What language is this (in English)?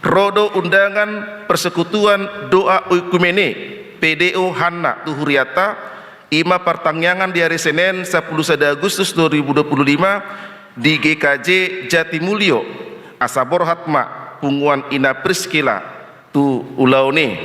Batak Toba